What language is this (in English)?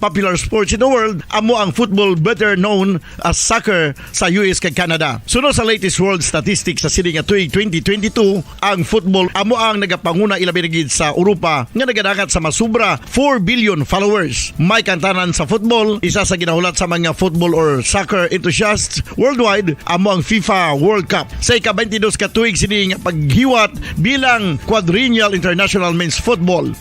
Hiligaynon